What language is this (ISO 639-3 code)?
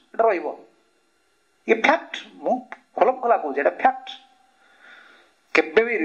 ori